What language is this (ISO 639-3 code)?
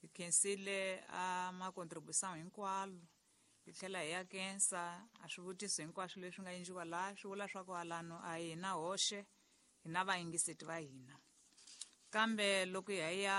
tso